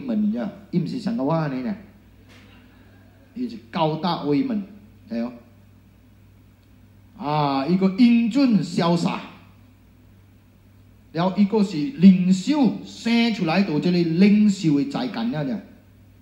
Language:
Min Nan Chinese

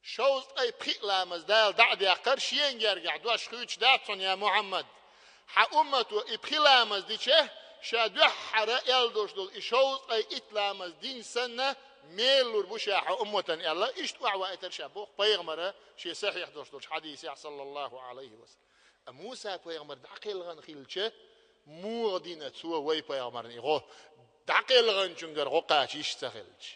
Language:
Chechen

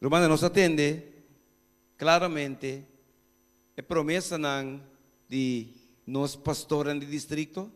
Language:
Papiamento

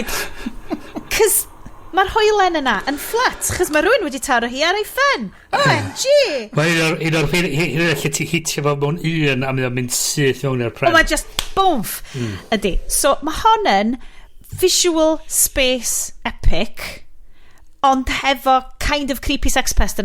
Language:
Welsh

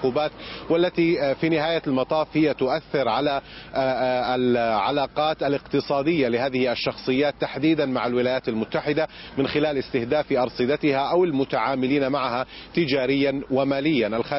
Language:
Arabic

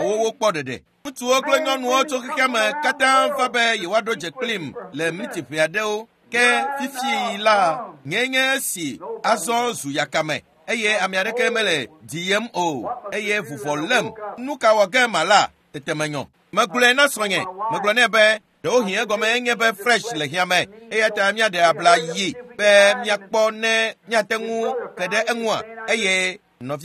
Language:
Ewe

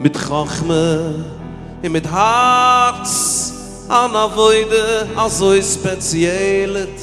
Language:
Yiddish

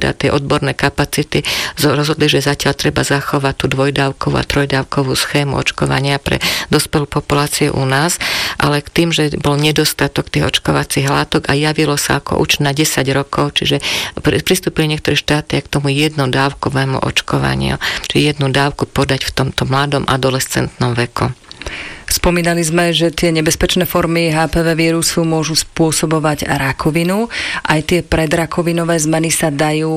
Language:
Slovak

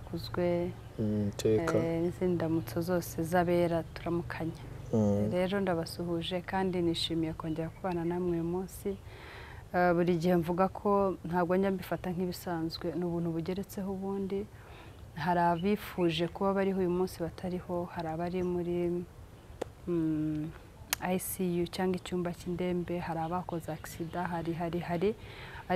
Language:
Kinyarwanda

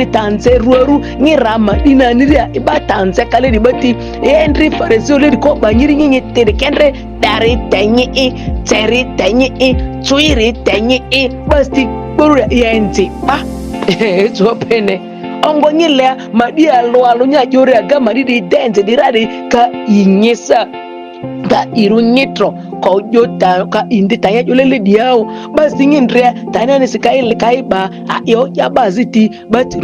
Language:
Ma'di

